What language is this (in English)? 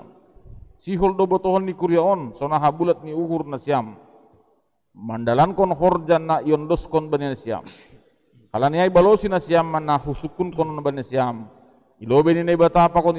Batak Simalungun